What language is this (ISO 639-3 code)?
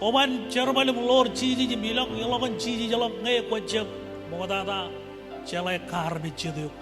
mah